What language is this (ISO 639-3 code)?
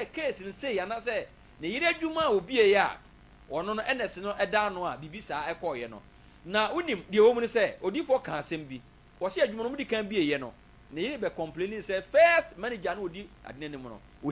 aka